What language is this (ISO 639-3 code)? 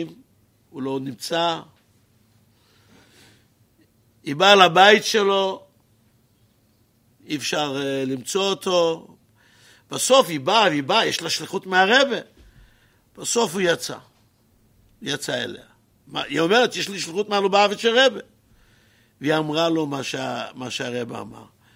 heb